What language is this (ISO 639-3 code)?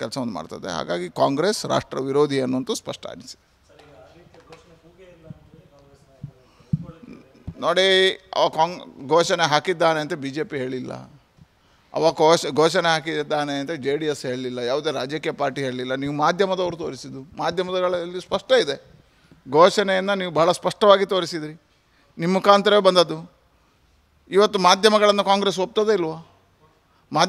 kan